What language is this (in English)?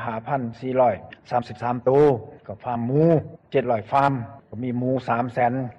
Lao